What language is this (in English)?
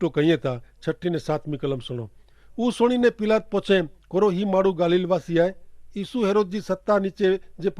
Kachhi